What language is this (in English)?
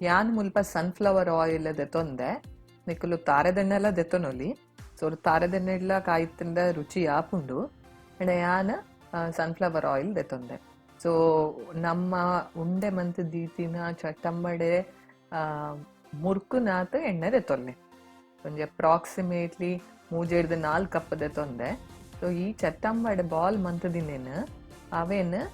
Tulu